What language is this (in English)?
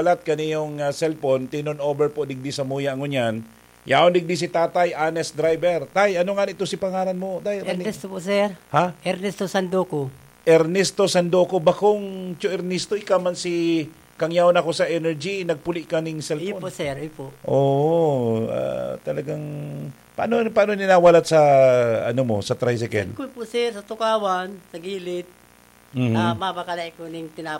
Bikol